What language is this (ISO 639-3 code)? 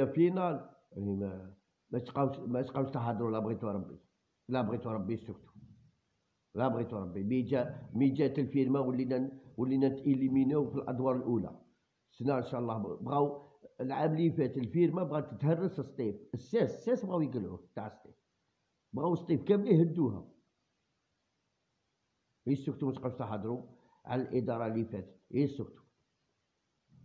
arq